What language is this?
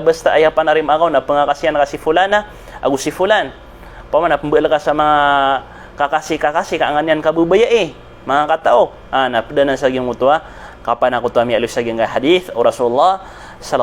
Maranao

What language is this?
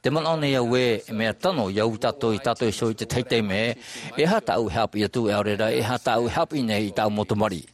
Tahitian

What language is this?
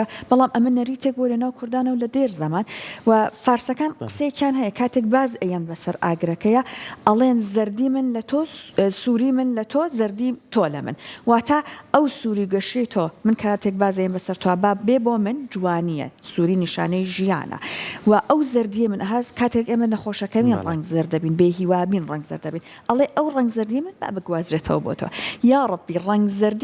Central Kurdish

